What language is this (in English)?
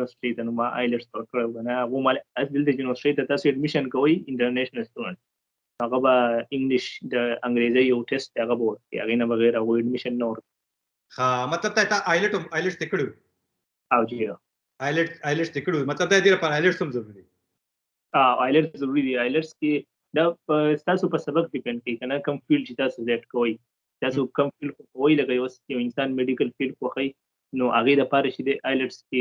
Pashto